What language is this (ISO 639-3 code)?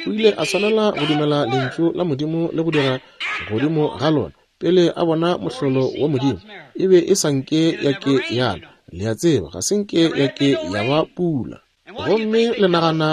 nso